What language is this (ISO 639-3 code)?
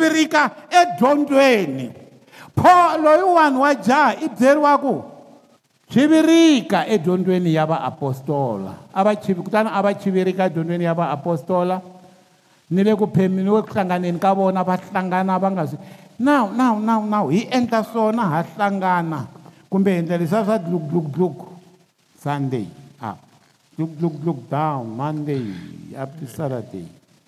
tso